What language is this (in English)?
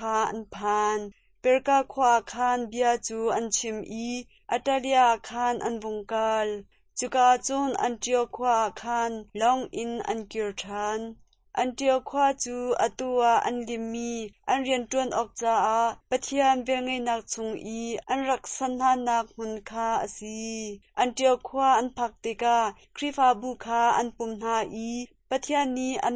Hakha Chin